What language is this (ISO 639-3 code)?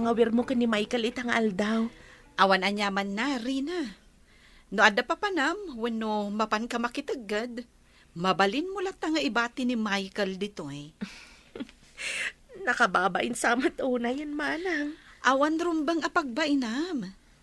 ilo